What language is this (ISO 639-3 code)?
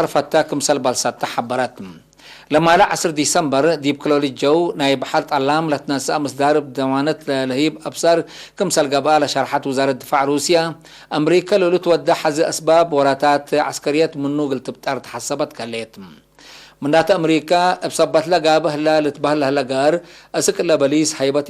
tig